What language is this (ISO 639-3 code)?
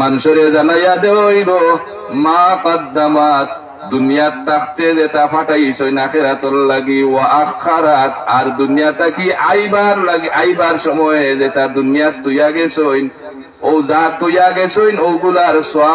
syl